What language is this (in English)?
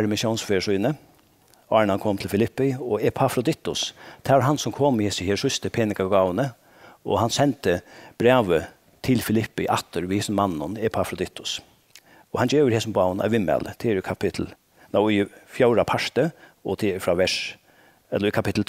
Faroese